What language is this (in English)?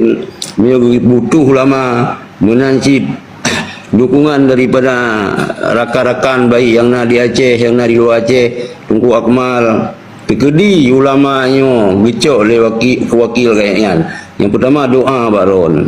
Achinese